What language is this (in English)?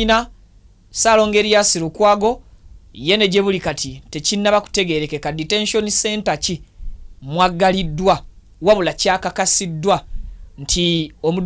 Ganda